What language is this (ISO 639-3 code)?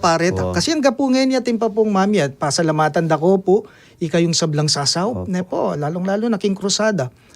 pam